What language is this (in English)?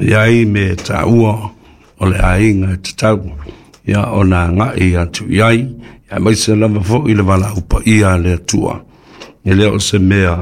Samoan